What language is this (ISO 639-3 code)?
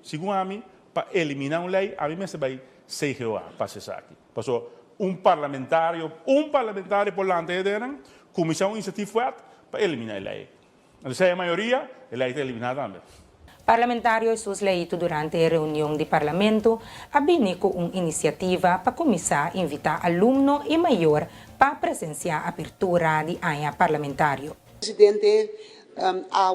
pap